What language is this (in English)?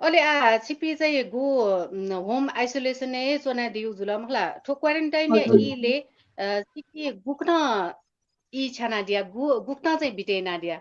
Newari